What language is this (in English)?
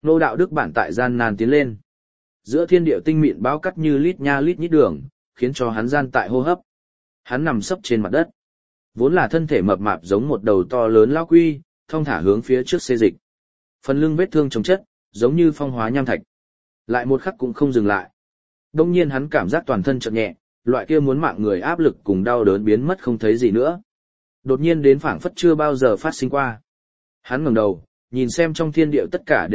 Vietnamese